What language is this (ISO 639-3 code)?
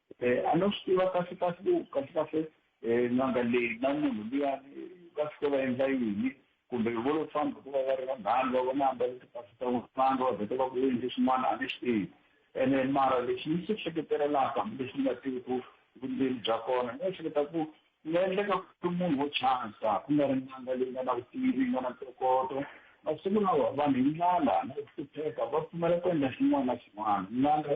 tso